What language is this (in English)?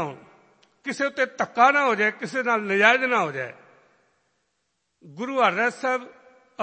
Punjabi